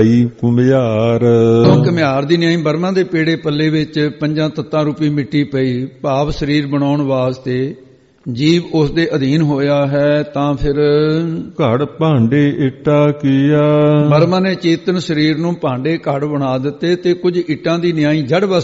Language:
Punjabi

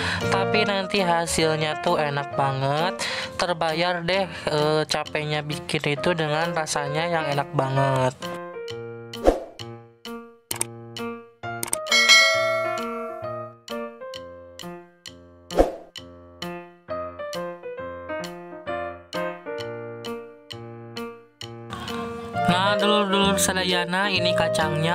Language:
Indonesian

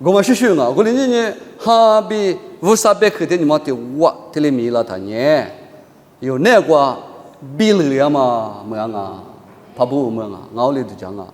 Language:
Lisu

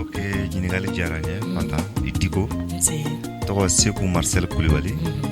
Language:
Bambara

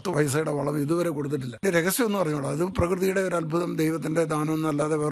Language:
Malayalam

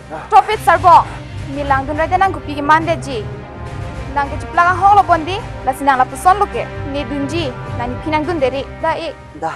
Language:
Karbi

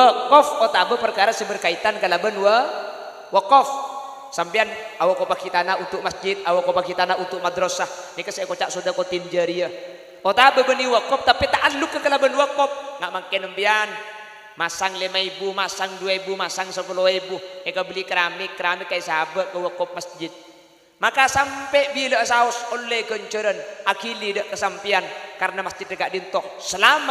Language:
Madurese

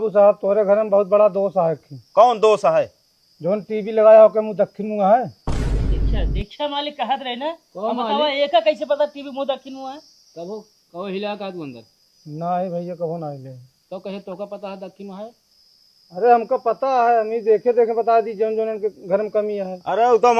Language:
Awadhi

